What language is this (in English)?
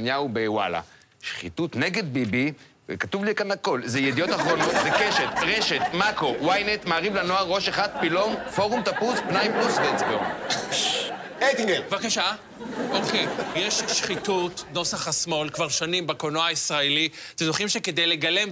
Hebrew